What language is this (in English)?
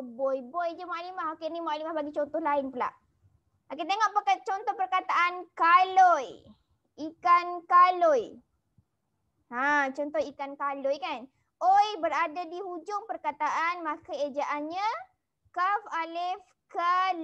Malay